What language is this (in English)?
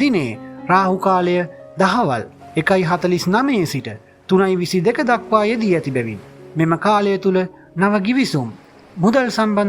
Sinhala